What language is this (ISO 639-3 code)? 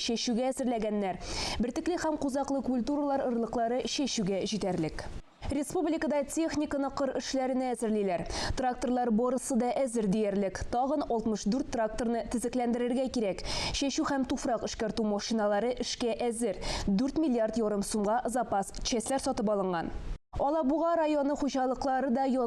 tat